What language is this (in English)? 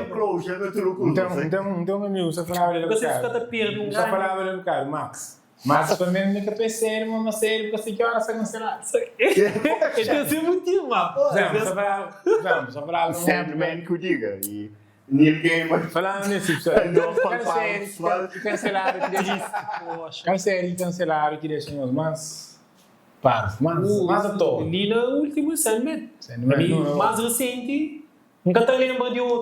Kabuverdianu